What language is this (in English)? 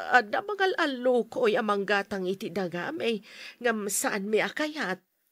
Iloko